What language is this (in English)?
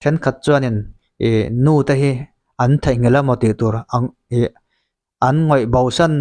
Mizo